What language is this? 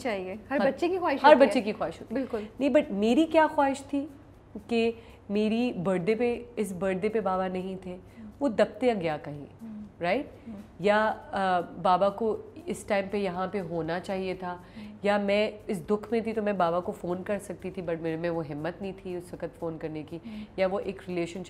Urdu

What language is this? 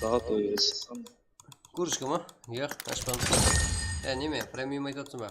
Kara-Kalpak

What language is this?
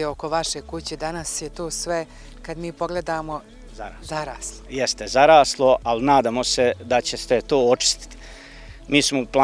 Bosnian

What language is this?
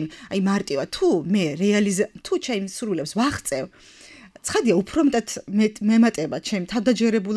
Georgian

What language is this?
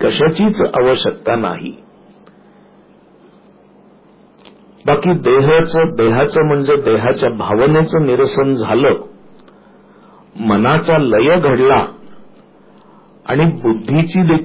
Marathi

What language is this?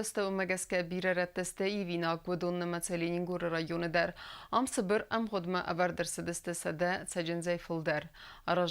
Ossetic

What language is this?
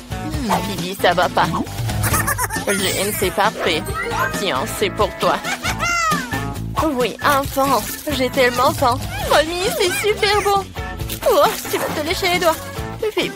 French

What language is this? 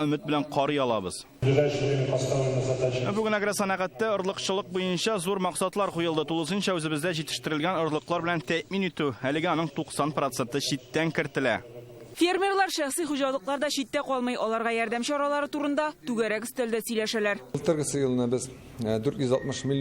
Tatar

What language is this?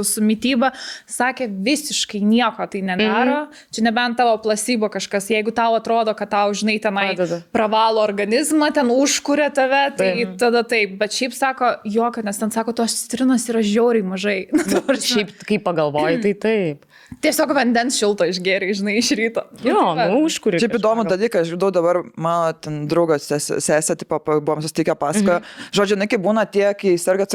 Lithuanian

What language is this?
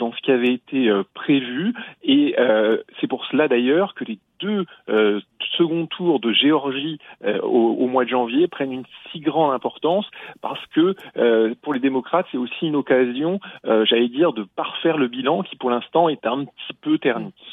French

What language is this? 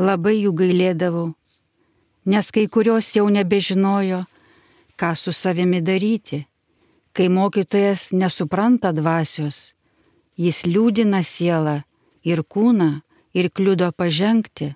Lithuanian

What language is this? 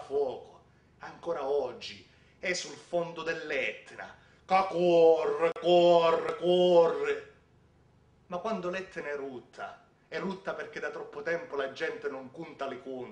Sicilian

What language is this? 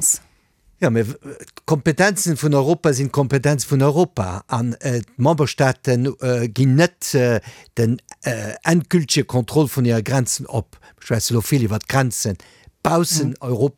Luxembourgish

